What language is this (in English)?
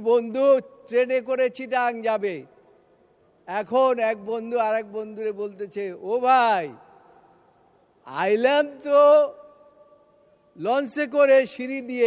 Bangla